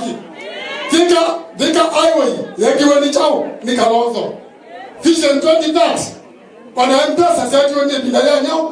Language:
Kamba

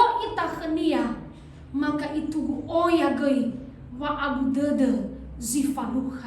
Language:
Nias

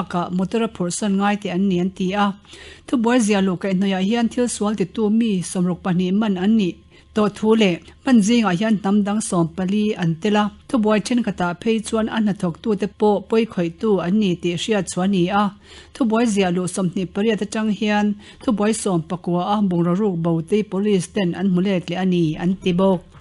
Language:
Mizo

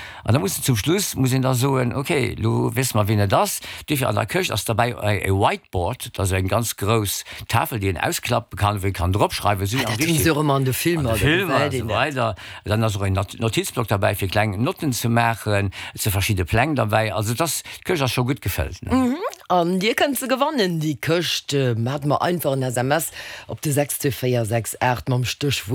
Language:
Luxembourgish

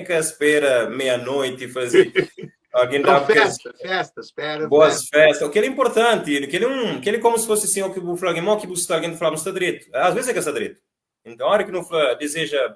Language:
Kabuverdianu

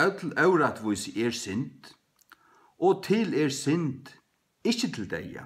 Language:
Faroese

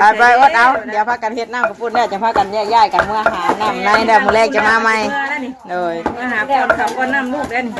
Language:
Northeastern Thai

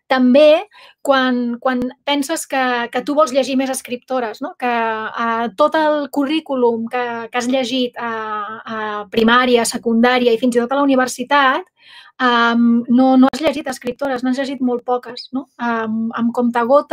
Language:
Catalan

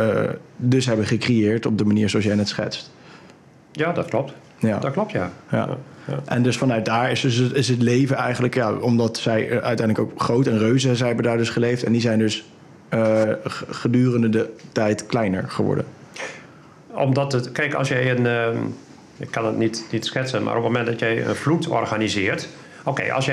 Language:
Dutch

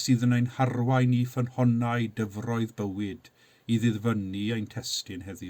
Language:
Welsh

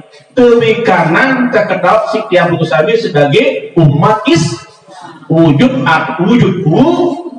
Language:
Sasak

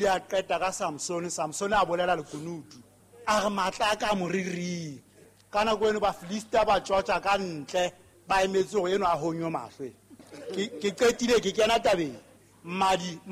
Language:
Southern Sotho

